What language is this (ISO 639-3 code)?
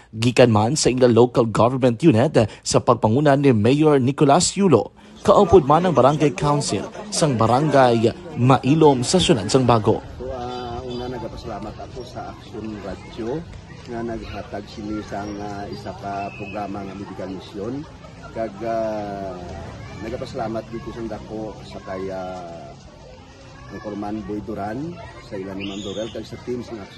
hil